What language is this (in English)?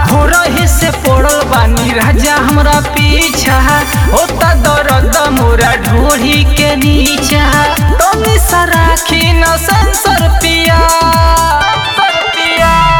Bhojpuri